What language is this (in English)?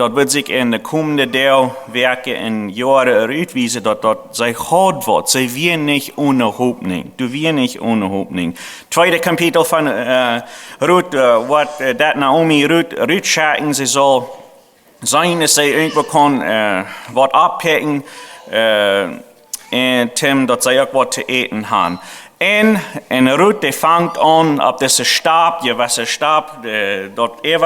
Plautdietsch